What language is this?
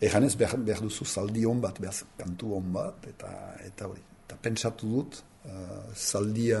Basque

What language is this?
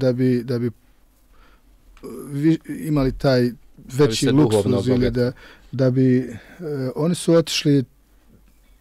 Bosnian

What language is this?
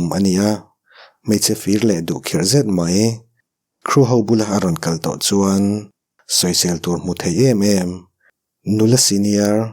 Mizo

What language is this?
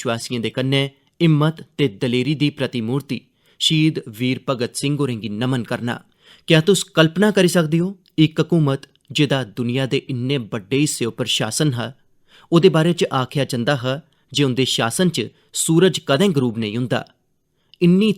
Dogri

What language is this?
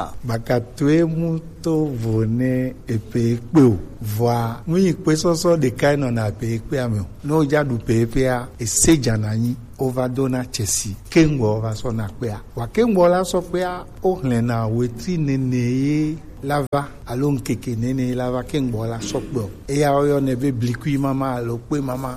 Gen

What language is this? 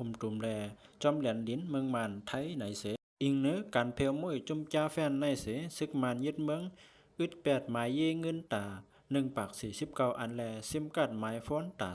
Shan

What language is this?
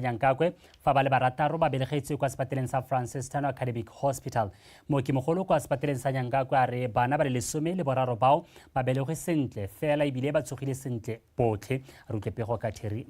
Tswana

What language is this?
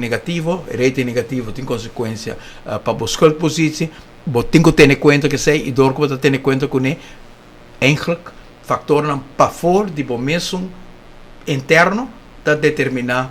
Papiamento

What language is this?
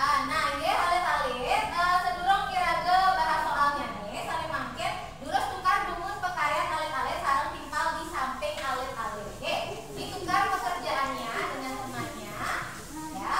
Balinese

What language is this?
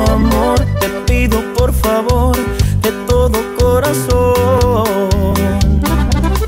Spanish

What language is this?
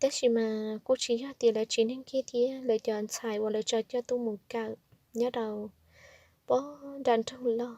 Hmong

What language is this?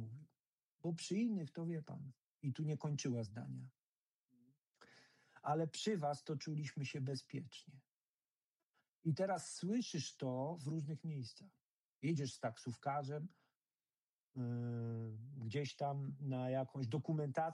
Polish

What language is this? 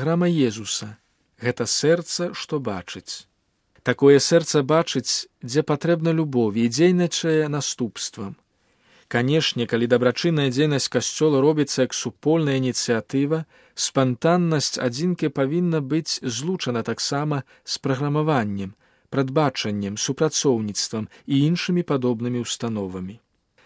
Belarusian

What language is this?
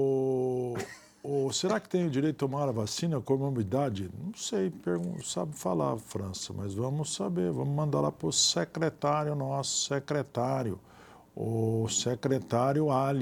Portuguese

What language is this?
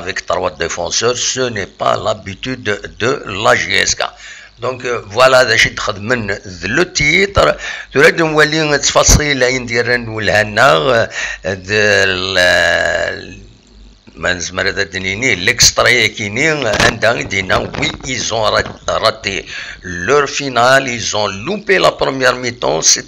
Kabyle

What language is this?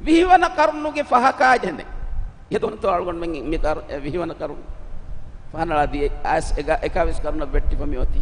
Divehi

